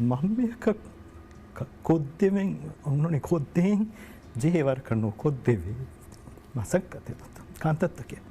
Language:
Divehi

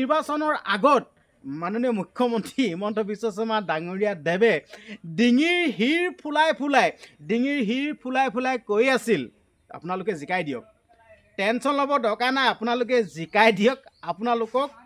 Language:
Assamese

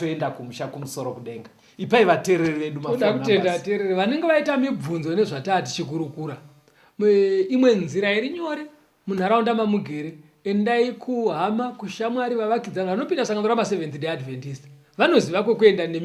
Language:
Shona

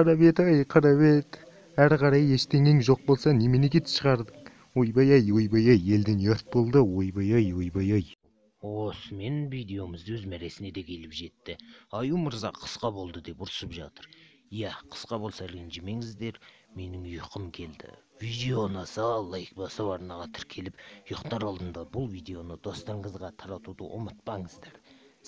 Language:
Kazakh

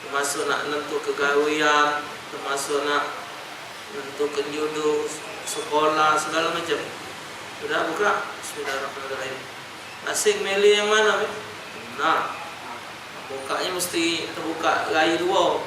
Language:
Musi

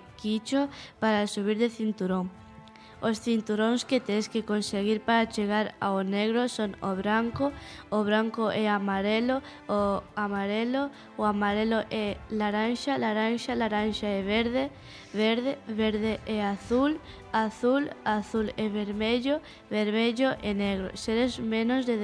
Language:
Galician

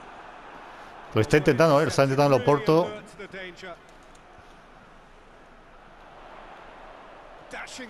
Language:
Spanish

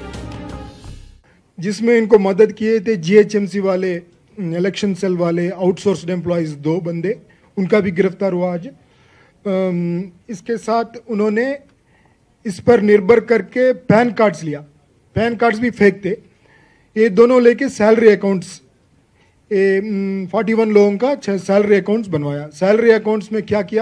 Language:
Gujarati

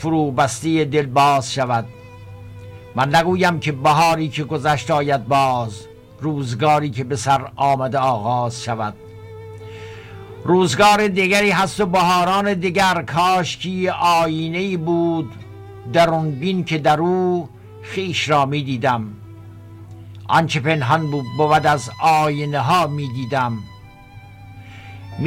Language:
Persian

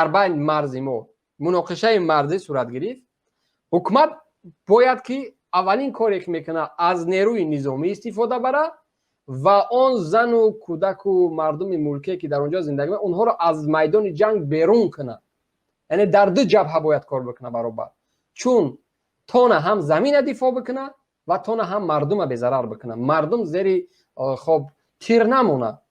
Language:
Tajik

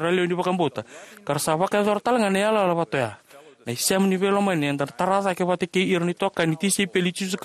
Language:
Fijian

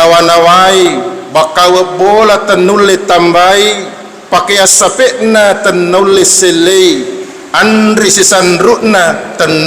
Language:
Buginese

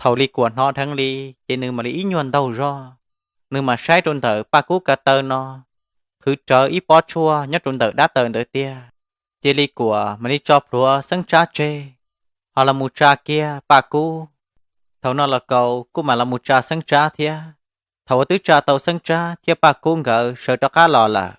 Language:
Hmong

